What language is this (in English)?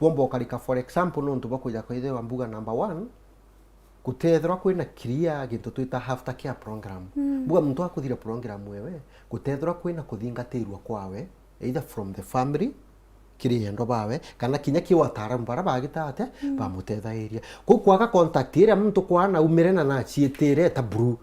Meru